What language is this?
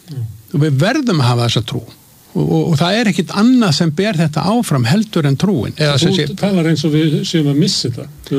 Icelandic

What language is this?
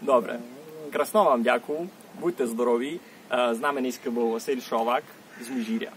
Rusyn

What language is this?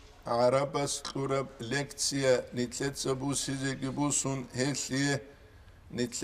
Avaric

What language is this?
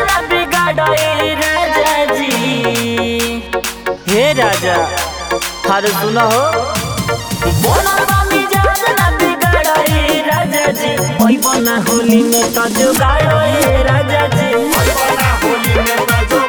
Bhojpuri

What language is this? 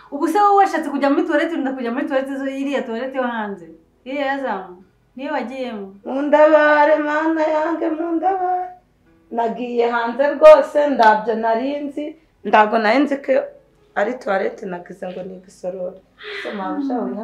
Kinyarwanda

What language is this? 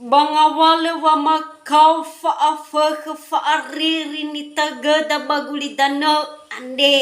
Nias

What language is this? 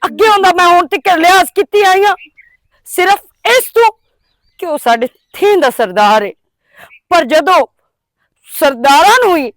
Western Panjabi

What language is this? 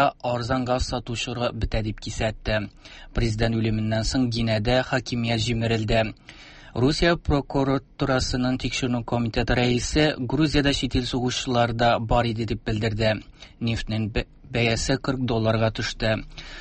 Tatar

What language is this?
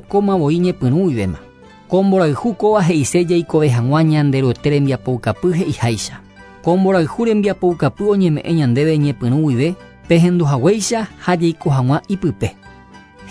Guarani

